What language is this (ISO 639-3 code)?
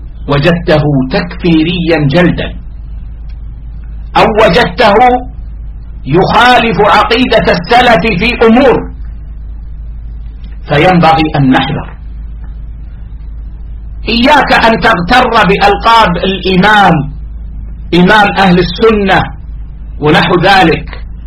ara